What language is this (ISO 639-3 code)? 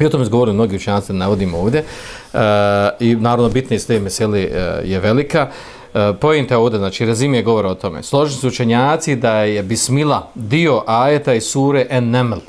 bos